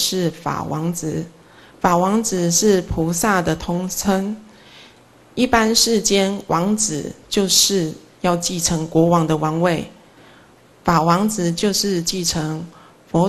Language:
Chinese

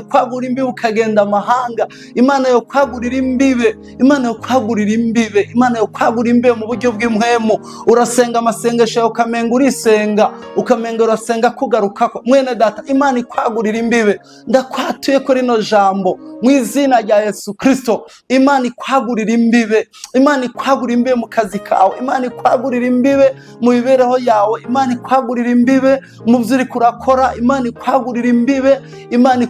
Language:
Rundi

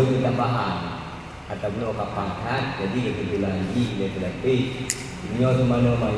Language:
Achinese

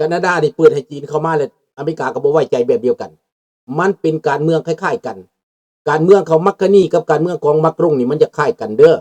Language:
Lao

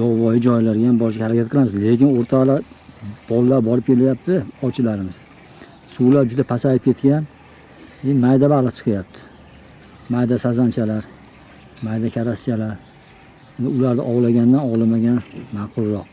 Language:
Uzbek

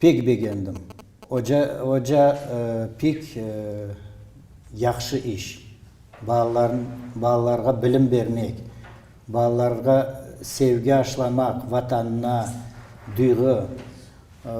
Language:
Crimean Tatar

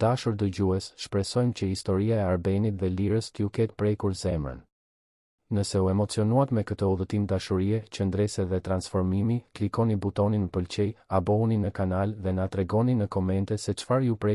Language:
Albanian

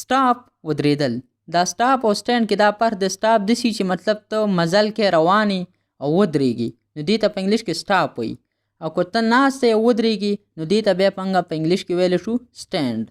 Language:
Pashto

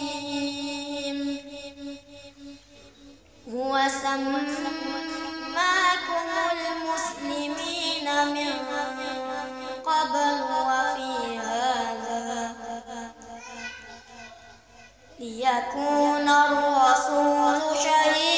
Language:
Indonesian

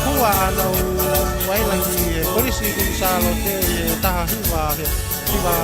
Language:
Tongan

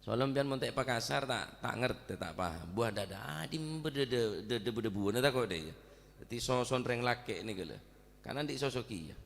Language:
Madurese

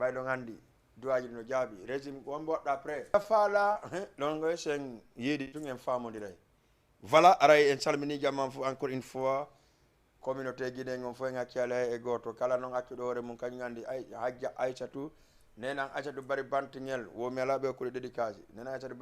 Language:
Fula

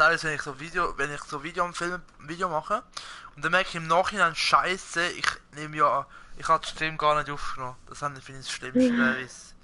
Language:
Swiss German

